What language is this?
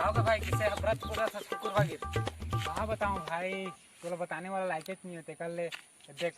Chhattisgarhi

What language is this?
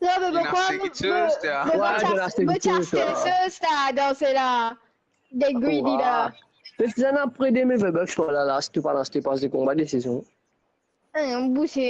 Morisyen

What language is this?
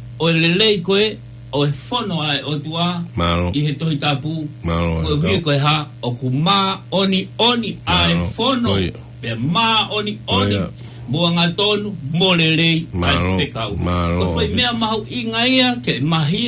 Tongan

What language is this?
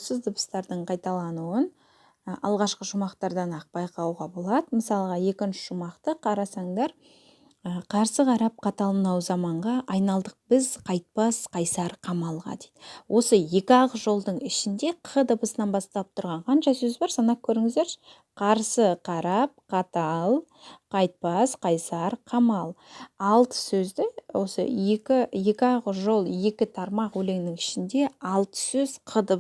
Kazakh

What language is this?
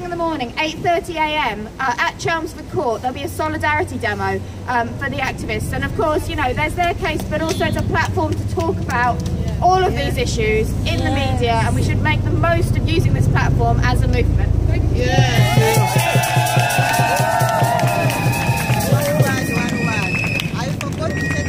English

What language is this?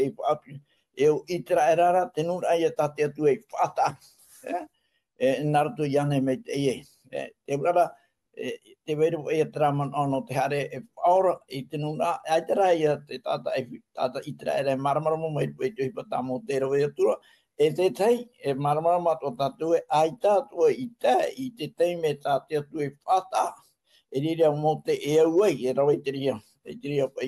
Tahitian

